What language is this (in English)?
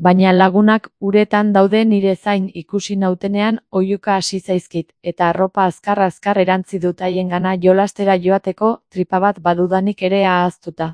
Basque